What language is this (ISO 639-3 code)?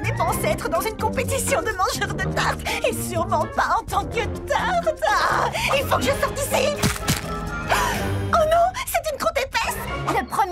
fra